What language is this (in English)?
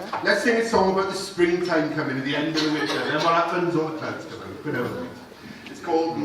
Welsh